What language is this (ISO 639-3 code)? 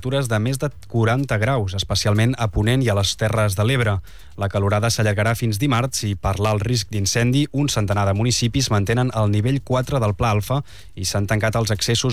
cat